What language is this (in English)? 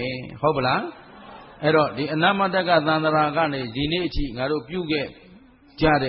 Burmese